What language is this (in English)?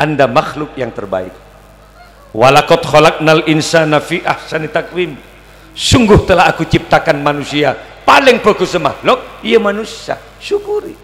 Madurese